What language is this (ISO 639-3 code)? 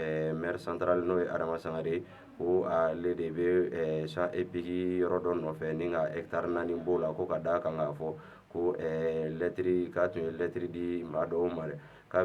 bam